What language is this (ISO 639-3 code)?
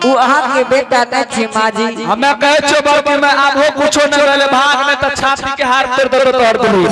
anp